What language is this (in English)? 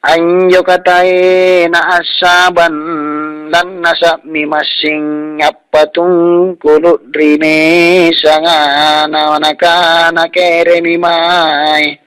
Makasar